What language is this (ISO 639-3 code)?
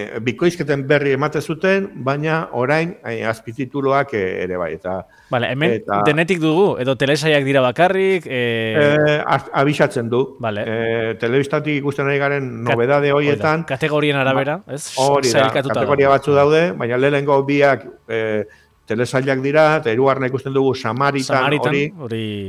eus